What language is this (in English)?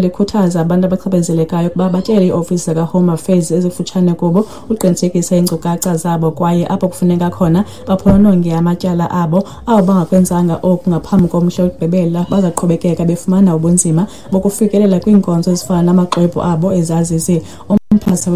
Xhosa